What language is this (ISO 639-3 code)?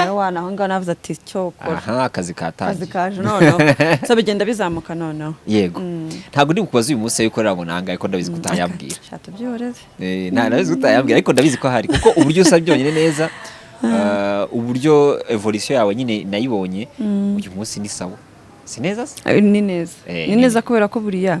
kin